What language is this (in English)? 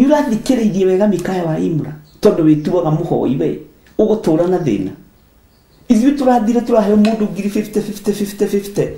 Kikuyu